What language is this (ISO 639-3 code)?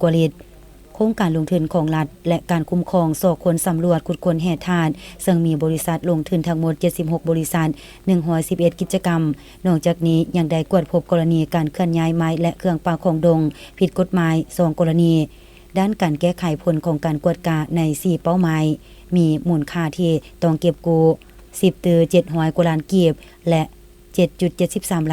lao